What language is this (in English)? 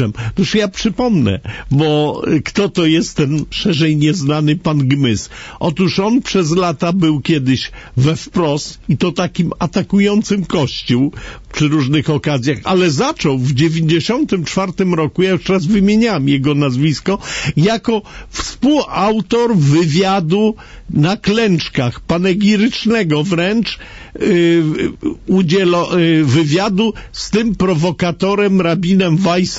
Polish